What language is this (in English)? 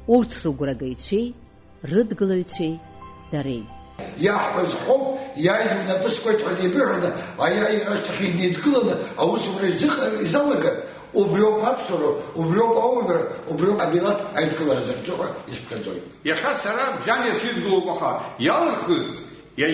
Abkhazian